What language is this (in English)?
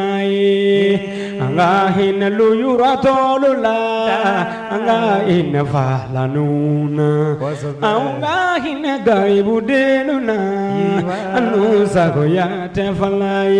Mandingo